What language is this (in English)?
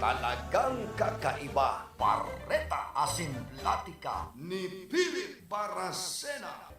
Bikol